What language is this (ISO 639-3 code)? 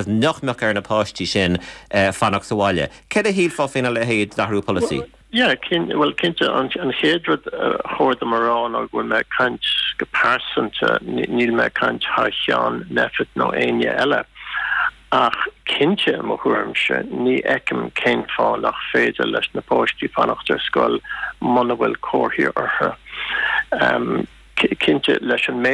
gle